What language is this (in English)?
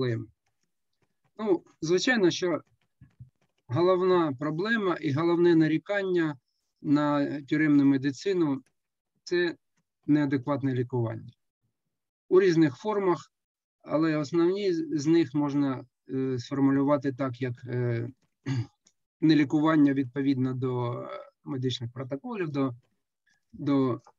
Ukrainian